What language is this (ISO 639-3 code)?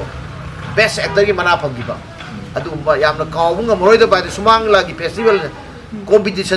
mni